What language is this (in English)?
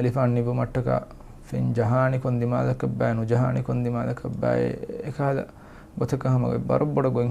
Divehi